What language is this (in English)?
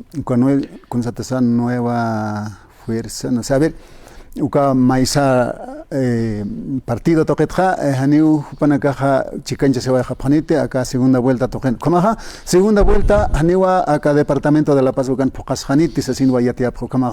Aymara